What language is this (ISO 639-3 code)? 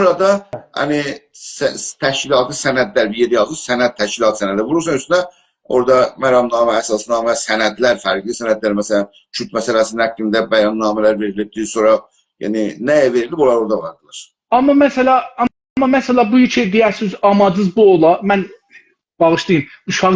azb